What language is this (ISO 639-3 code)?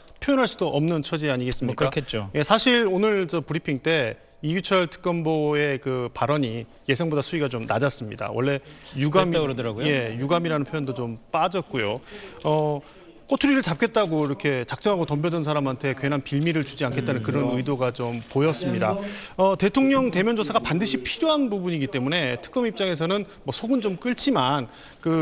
kor